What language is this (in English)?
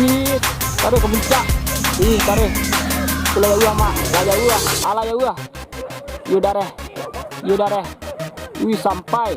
Minangkabau